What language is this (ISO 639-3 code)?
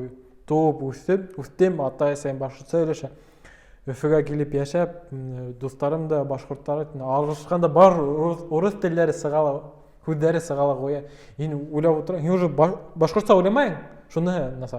bak